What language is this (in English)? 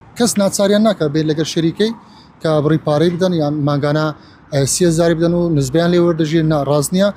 Central Kurdish